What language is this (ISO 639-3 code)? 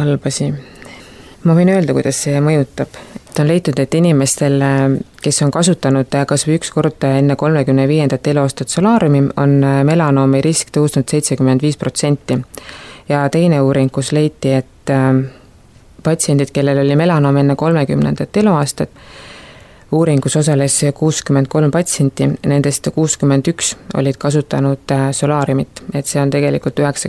est